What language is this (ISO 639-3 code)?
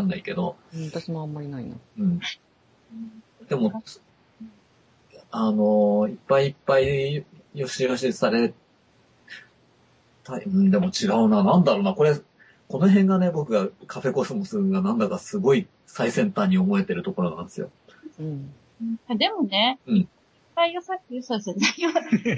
jpn